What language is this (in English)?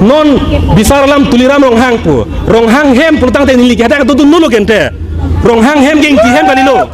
Karbi